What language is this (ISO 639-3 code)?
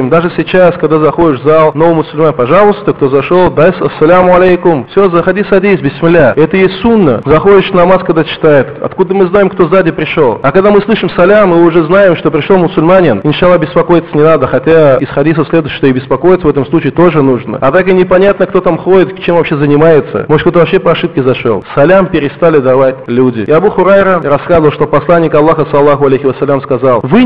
rus